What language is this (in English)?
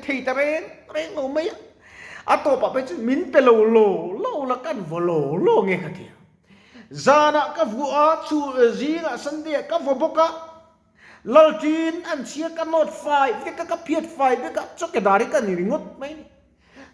Mizo